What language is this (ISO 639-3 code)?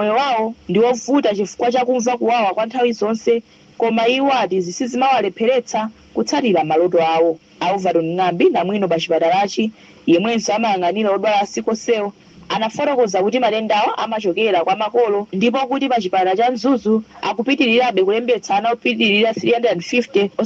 nya